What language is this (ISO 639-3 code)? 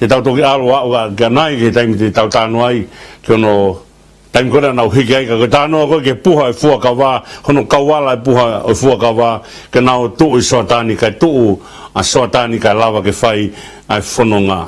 ton